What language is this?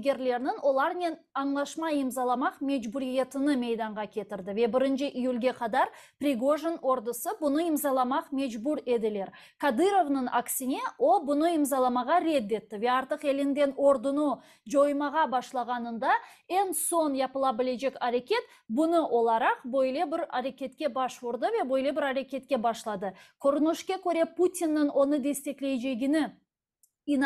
Crimean Tatar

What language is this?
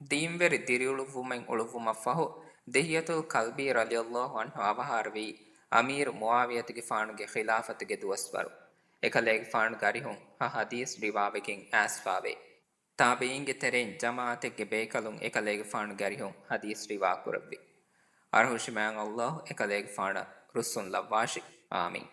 Divehi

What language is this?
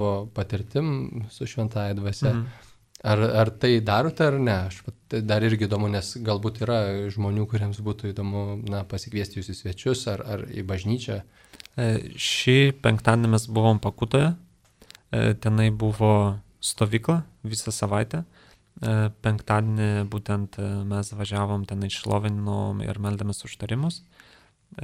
Lithuanian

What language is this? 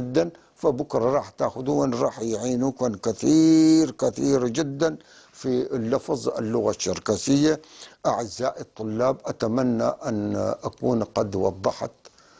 North Levantine Arabic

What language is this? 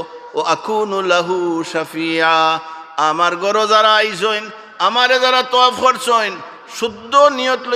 Sylheti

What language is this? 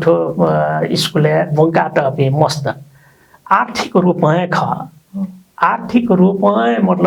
Newari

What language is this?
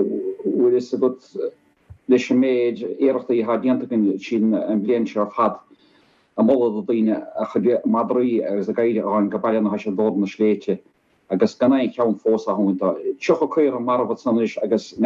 Irish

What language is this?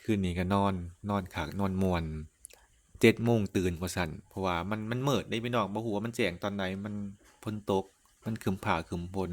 Lao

